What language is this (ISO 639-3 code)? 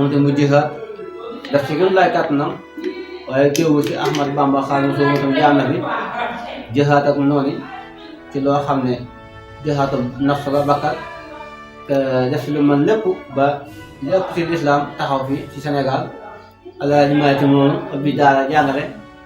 wol